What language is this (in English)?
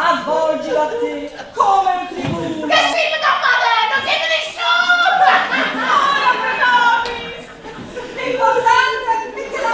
Neapolitan